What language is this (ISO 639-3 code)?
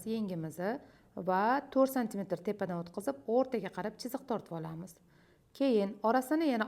uzb